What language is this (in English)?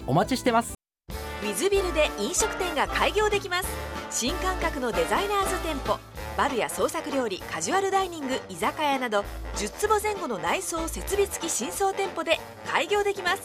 Japanese